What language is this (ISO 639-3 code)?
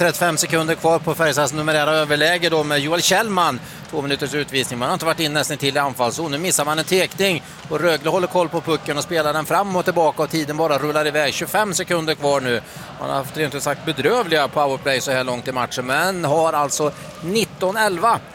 swe